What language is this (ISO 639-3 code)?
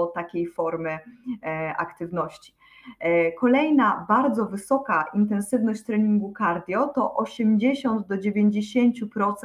pol